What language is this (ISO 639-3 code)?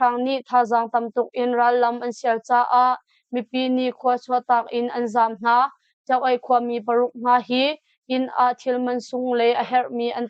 cnh